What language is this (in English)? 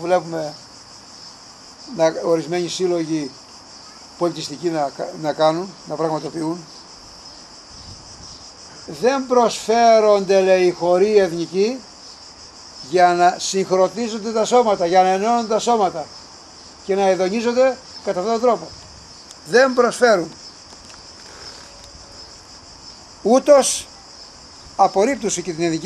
Greek